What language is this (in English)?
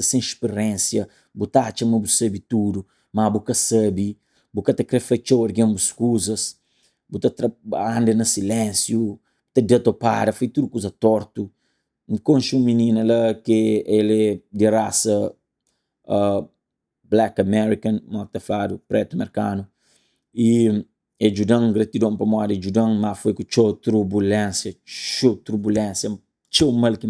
Kabuverdianu